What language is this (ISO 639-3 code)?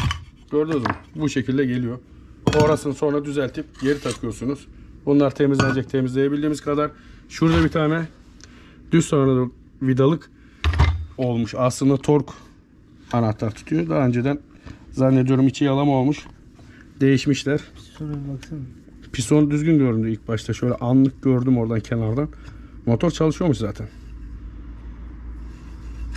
tur